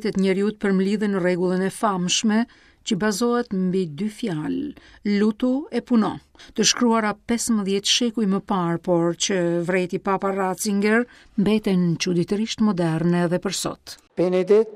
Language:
Albanian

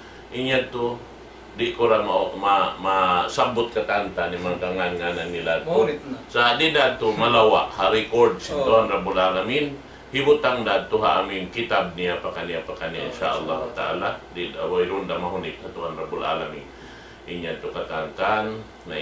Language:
Tausug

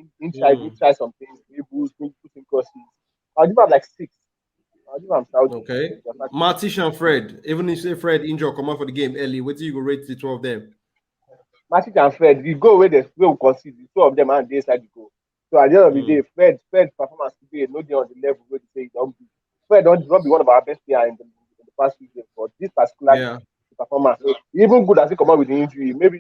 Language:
Nigerian Pidgin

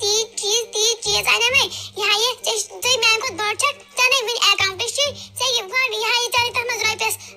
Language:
Kashmiri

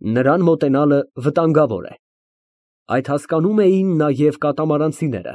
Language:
Armenian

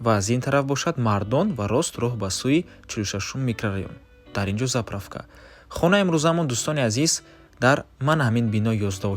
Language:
Tajik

